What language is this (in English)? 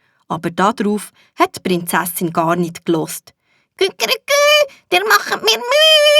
Swiss German